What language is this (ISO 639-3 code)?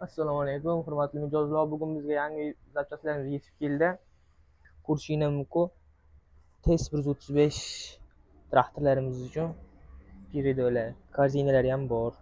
uzb